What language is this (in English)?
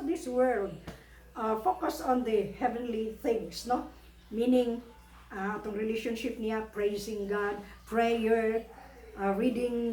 Cebuano